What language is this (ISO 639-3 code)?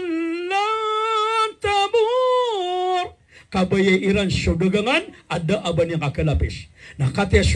mrw